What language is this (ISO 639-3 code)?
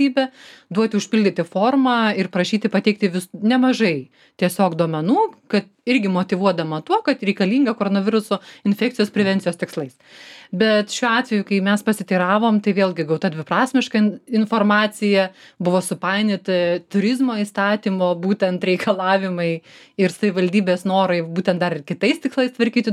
lit